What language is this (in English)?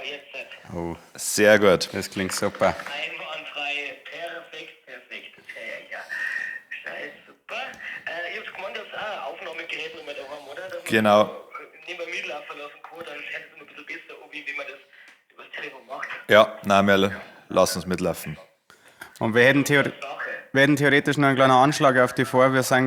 Bavarian